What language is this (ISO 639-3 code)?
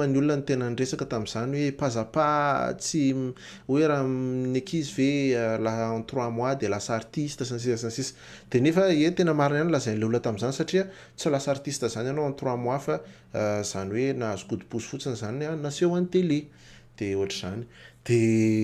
mlg